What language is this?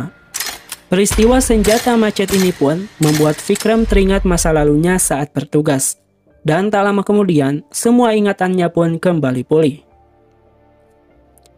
Indonesian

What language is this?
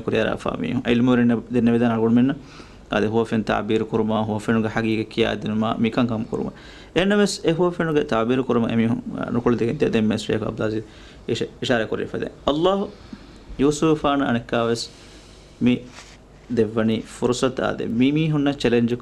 Divehi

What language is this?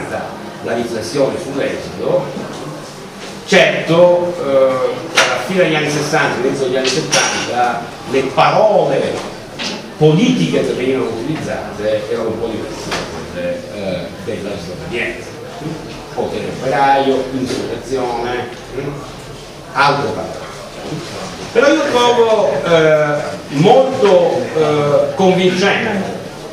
Italian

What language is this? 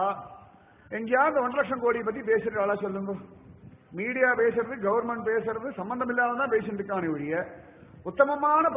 Tamil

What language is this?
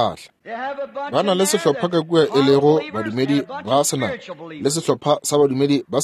Northern Sotho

